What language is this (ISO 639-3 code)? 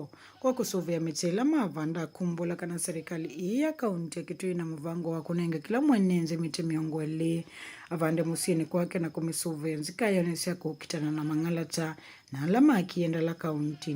kam